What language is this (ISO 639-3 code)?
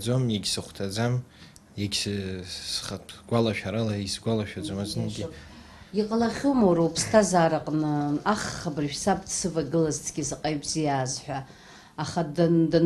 abk